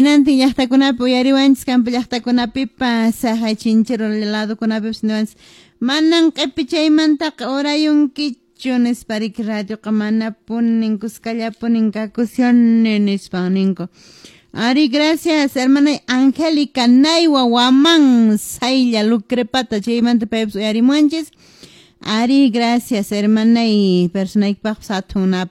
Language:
Quechua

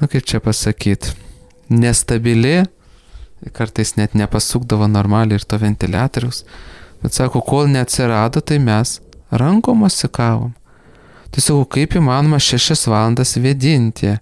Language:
Lithuanian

